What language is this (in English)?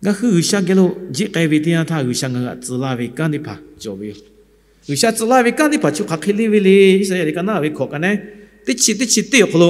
Lahu